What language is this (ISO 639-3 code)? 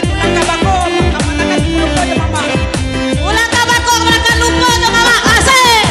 min